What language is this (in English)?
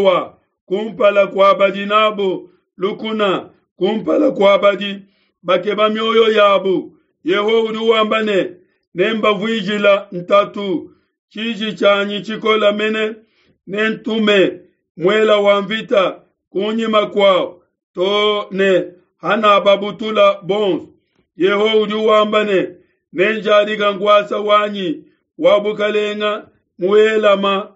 Luba-Lulua